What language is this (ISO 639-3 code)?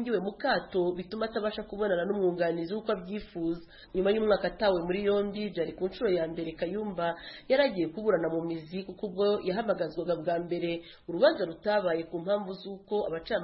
kin